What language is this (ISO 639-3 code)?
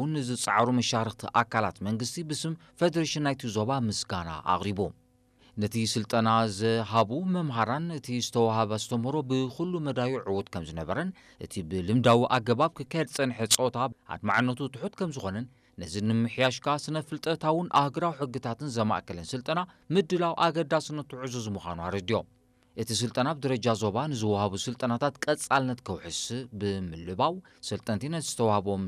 tir